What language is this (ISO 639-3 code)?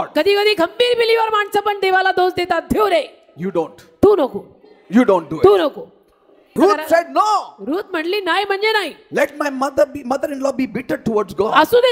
mar